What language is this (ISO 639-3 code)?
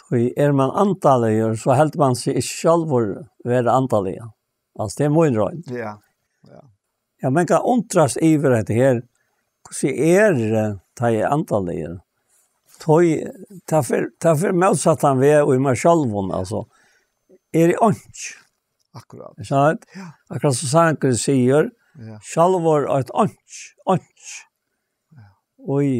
fao